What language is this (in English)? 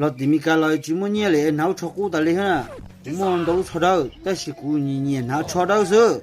Hmong